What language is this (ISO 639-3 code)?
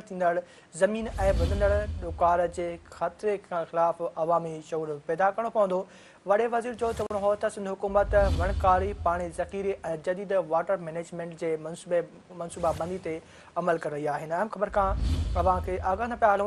snd